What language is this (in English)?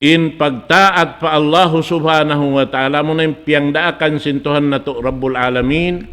Tausug